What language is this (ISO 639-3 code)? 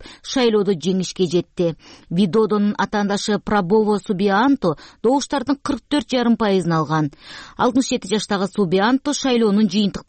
kir